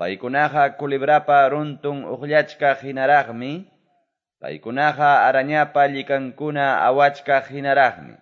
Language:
Quechua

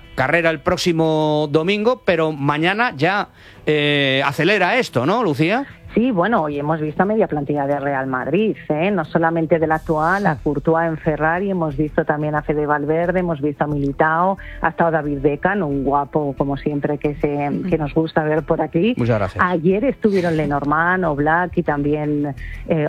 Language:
Spanish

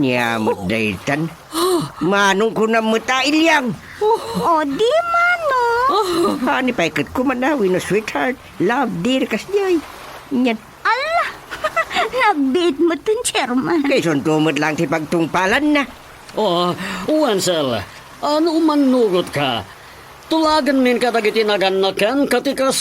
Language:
Iloko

